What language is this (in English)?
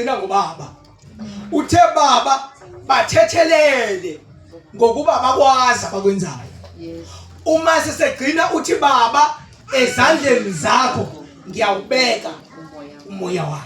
Zulu